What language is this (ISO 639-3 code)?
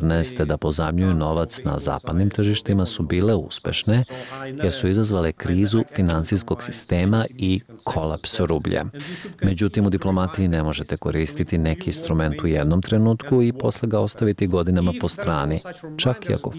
srp